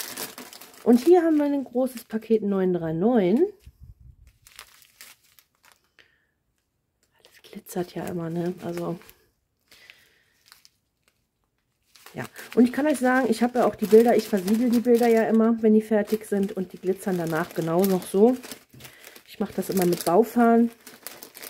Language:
German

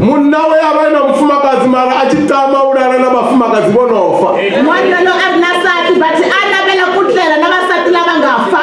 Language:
Venda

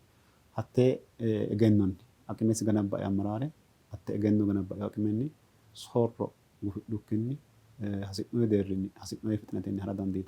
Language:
Sidamo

